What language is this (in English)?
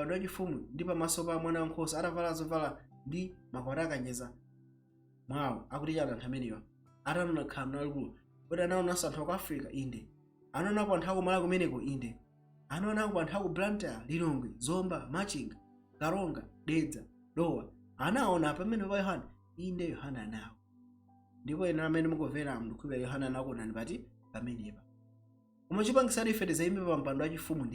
Nyanja